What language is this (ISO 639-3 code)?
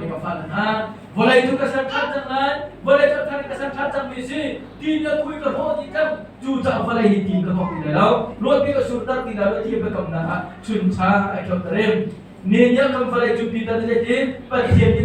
cnh